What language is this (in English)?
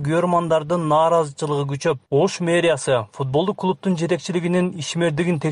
Kyrgyz